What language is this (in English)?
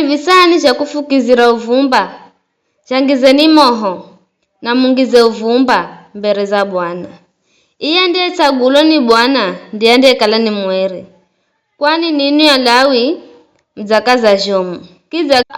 Giryama